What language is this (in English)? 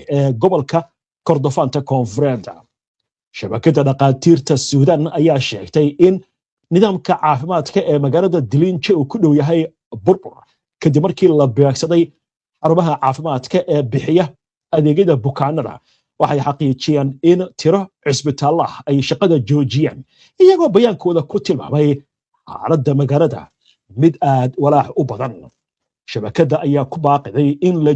Somali